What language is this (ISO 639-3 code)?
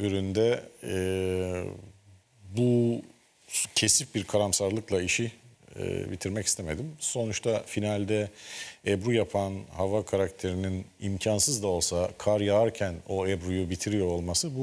tur